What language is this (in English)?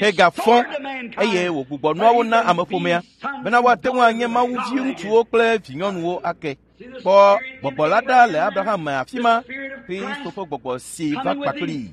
Ewe